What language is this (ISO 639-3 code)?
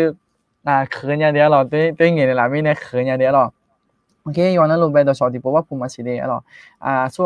ahk